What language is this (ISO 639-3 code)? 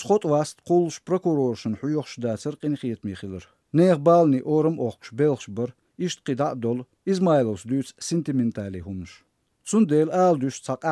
che